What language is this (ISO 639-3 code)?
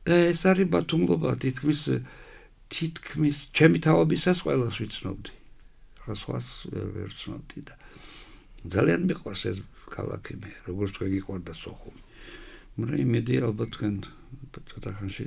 kat